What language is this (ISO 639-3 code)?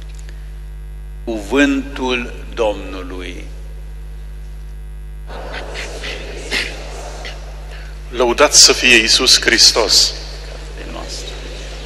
ron